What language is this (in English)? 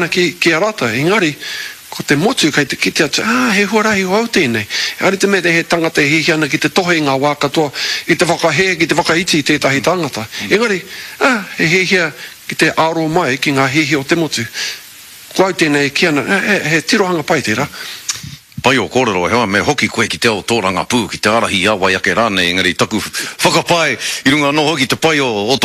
Māori